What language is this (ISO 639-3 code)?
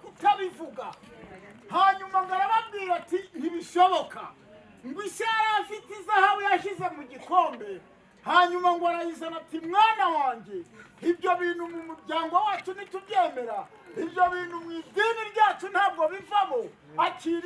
kin